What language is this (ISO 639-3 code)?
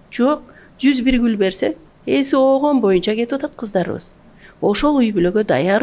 kir